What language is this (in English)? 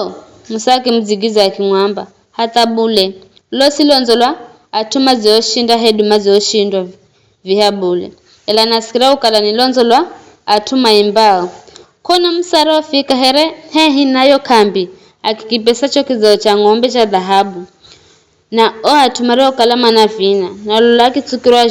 Giryama